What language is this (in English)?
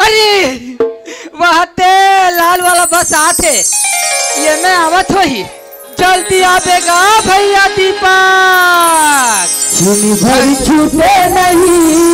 Chhattisgarhi